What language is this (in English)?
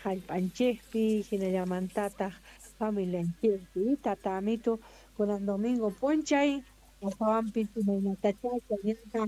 South Bolivian Quechua